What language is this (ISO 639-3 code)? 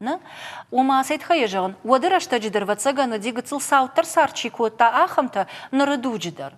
oss